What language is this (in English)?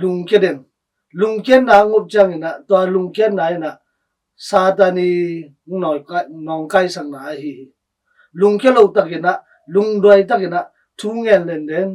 Tedim Chin